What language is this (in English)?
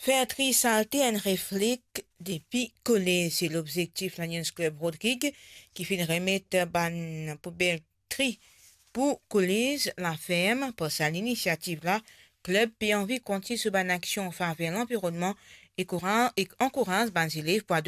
Morisyen